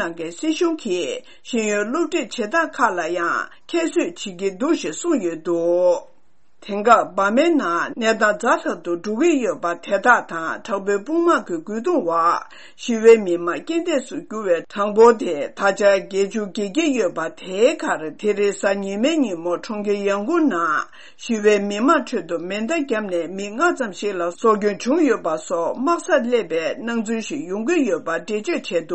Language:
Tibetan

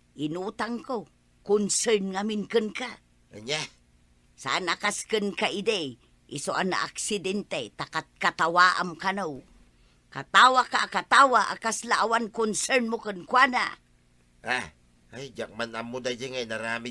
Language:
Iloko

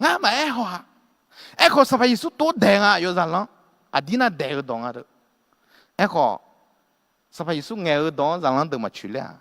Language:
Akha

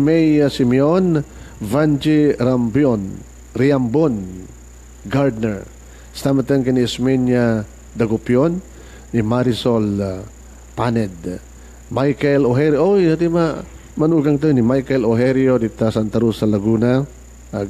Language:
Iloko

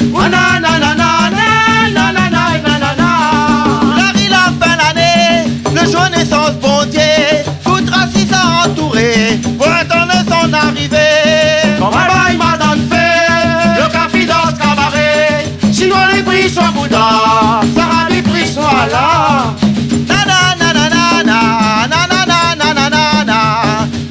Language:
Réunion Creole French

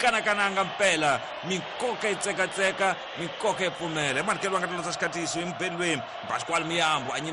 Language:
Tsonga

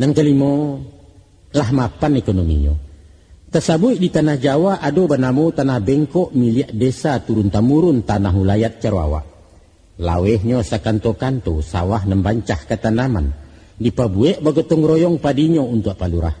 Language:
Minangkabau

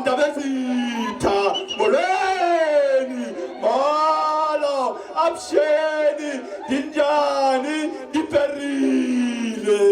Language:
Tswana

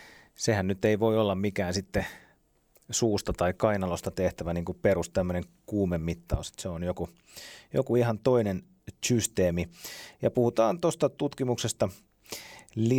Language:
Finnish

